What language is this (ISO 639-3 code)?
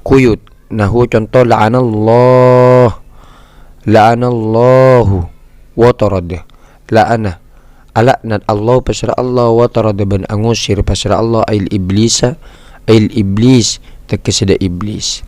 mad